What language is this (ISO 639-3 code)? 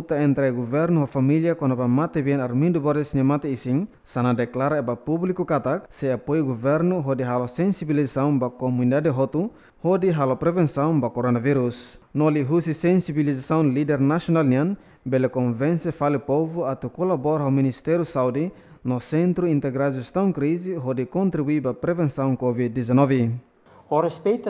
tet